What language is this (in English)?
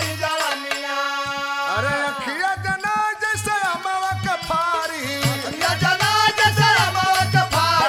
Bhojpuri